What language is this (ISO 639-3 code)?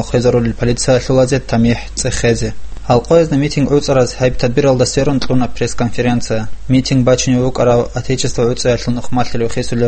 ava